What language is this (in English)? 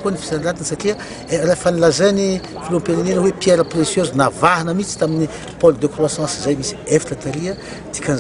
Malagasy